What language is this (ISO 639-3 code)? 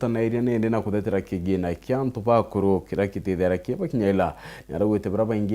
mer